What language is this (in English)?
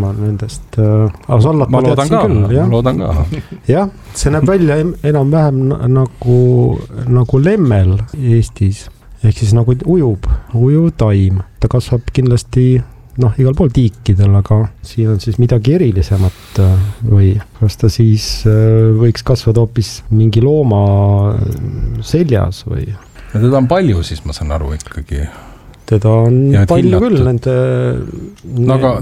Estonian